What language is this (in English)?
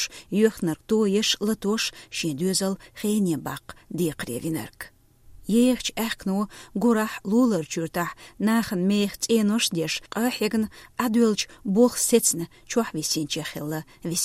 Chechen